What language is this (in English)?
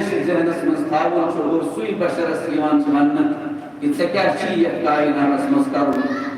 Kashmiri